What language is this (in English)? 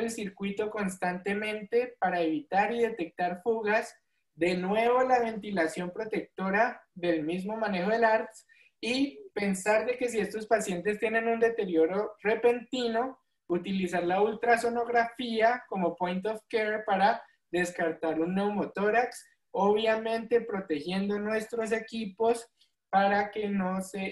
Spanish